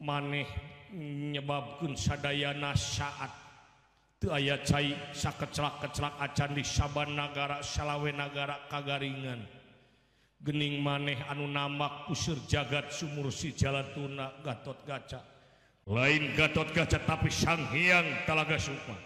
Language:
Sundanese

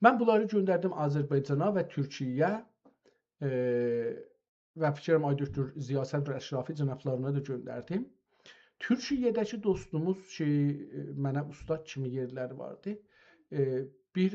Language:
South Azerbaijani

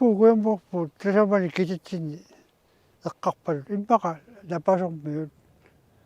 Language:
Kalaallisut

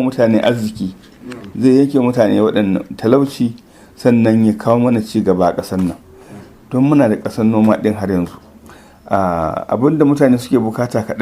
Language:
Hausa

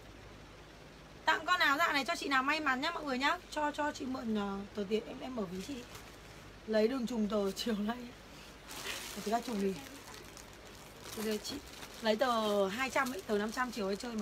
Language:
Vietnamese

